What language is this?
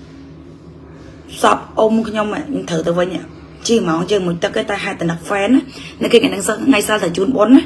Khmer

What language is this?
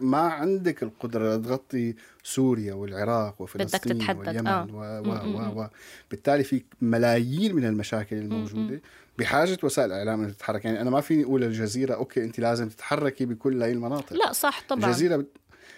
North Levantine Arabic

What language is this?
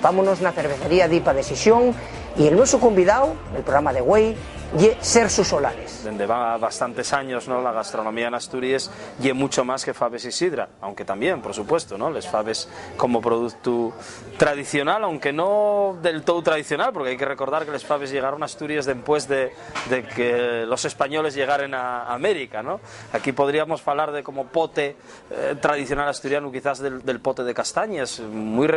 Asturian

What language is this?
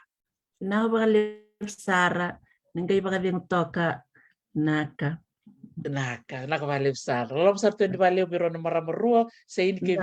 Fijian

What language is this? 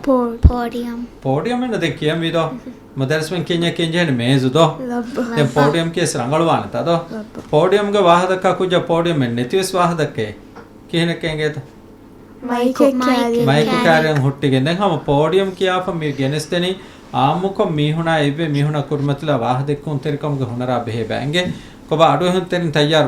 Divehi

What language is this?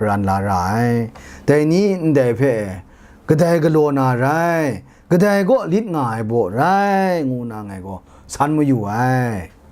Kachin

